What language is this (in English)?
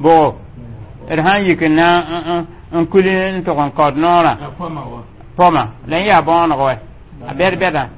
Mossi